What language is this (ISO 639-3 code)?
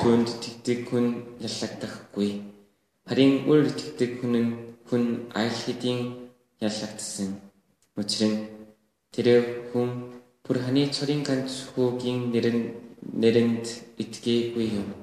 bre